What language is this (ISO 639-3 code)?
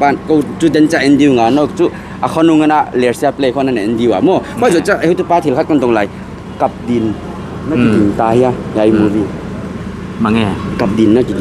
pck